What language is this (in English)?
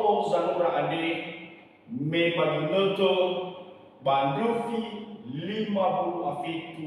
Nias